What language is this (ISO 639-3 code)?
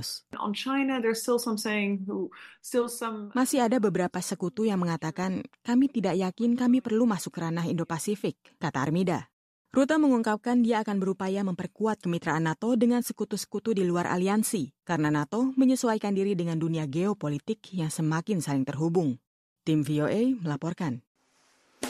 ind